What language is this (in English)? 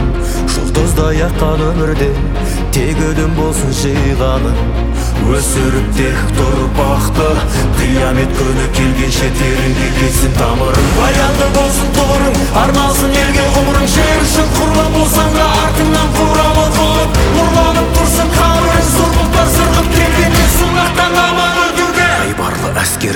Kazakh